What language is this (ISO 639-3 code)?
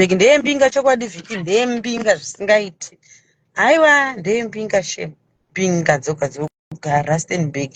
sna